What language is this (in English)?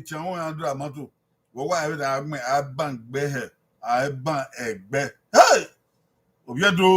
Bini